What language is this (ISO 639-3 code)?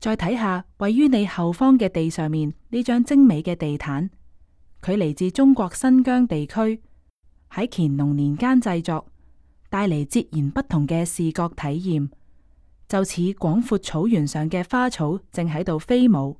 yue